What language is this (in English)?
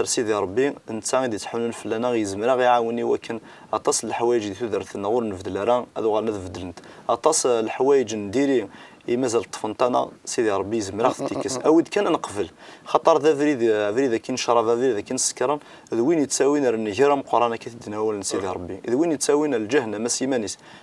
Kabyle